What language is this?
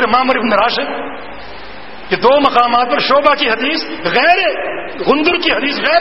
Urdu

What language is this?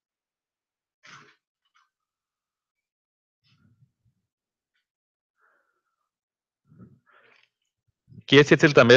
Icelandic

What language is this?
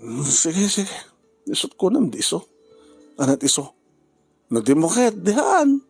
Iloko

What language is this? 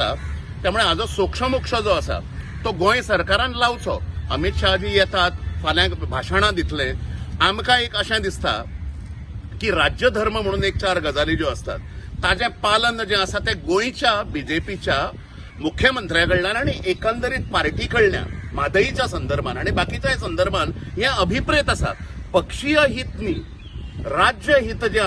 Konkani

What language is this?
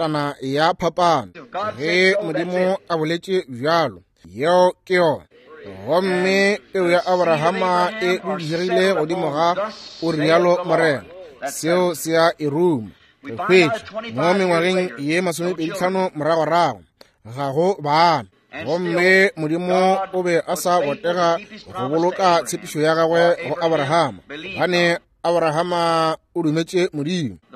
Northern Sotho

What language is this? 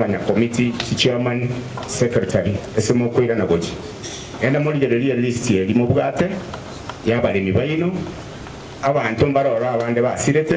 Gusii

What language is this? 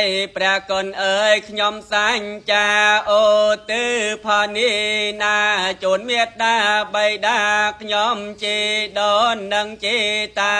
Khmer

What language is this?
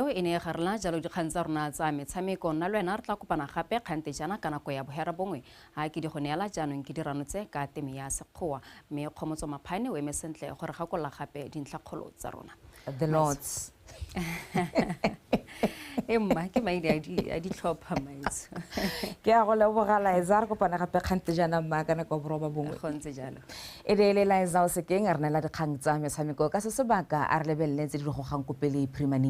Tswana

